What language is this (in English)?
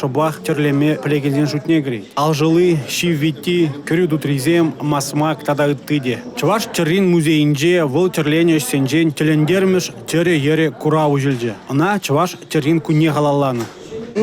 Chuvash